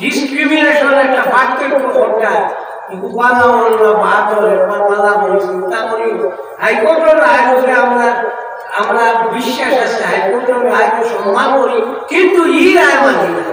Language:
Sylheti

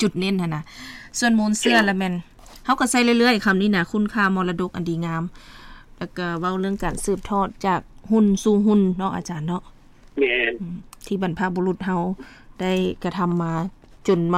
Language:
Lao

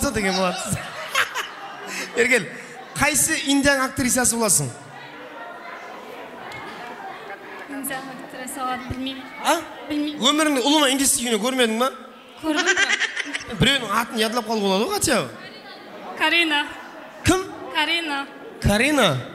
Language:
Kara-Kalpak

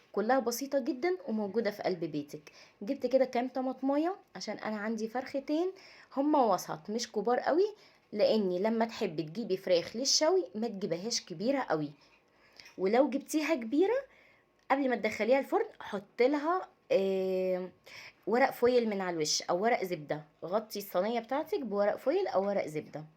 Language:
Egyptian Arabic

